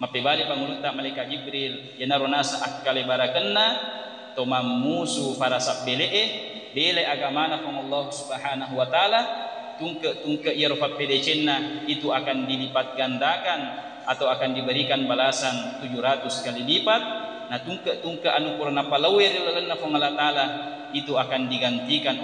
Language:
Buginese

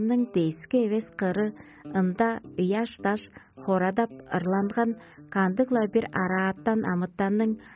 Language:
Tuvinian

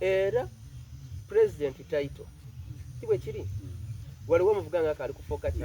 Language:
Soga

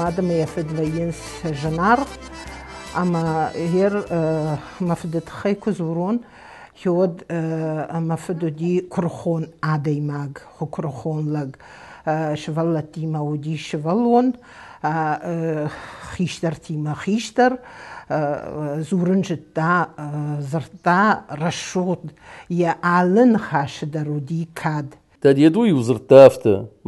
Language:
Ossetic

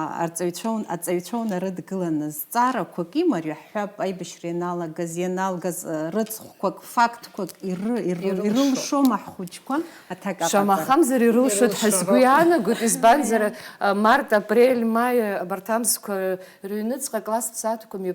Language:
Abkhazian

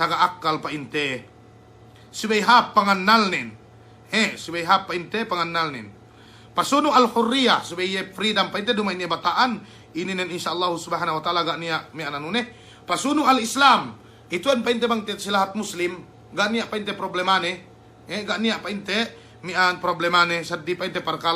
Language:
Yakan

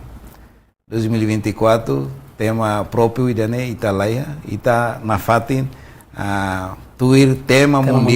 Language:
Tetum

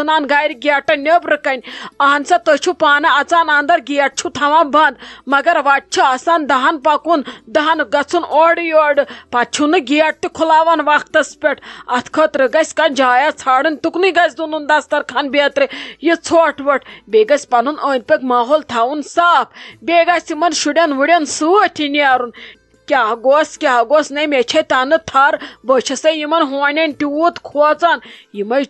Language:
Kashmiri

